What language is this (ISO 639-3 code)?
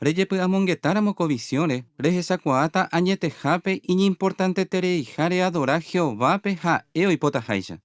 grn